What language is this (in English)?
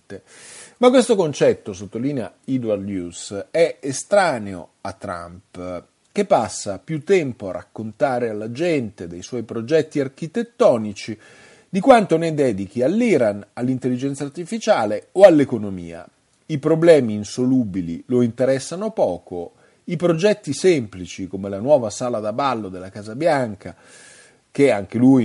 Italian